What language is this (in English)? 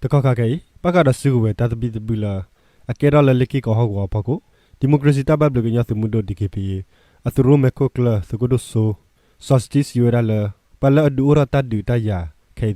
S'gaw Karen